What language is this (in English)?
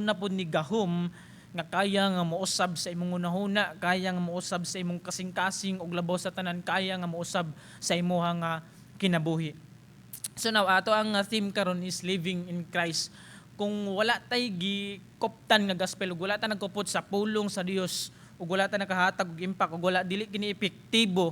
Cebuano